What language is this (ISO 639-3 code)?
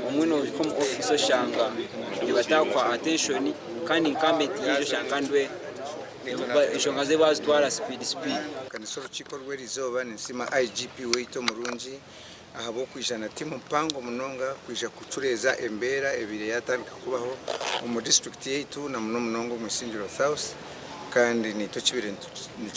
nyn